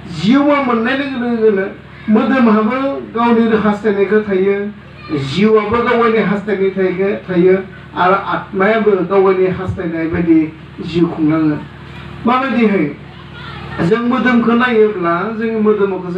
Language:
Bodo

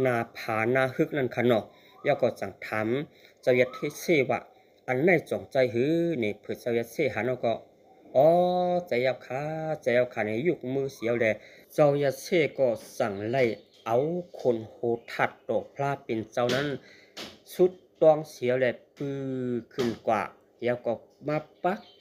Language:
Shan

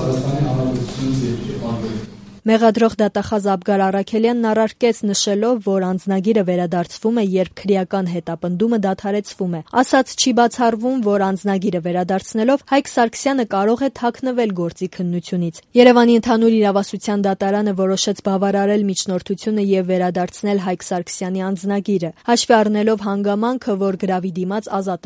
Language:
Armenian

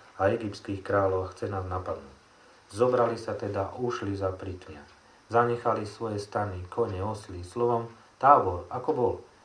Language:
Slovak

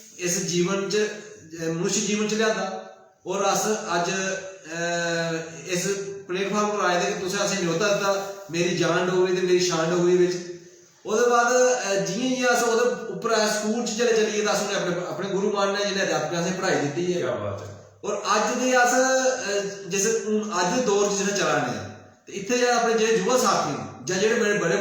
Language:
Dogri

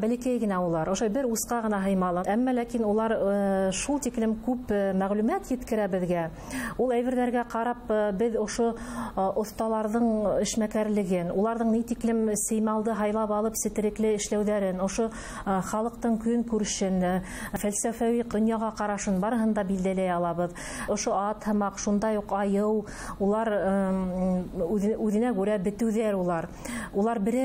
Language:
Bashkir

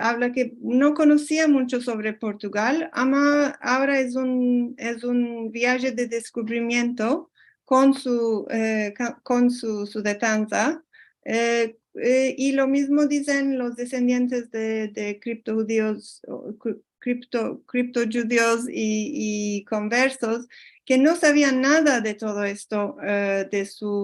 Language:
Ladino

